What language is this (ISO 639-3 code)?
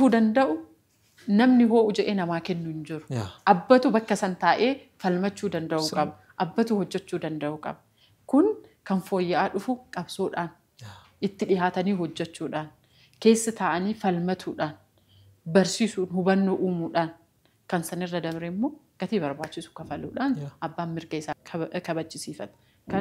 orm